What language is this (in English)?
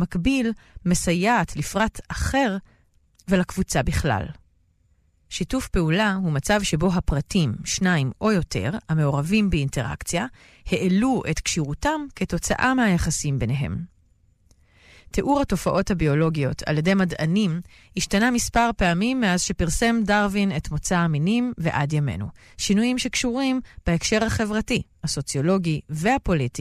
Hebrew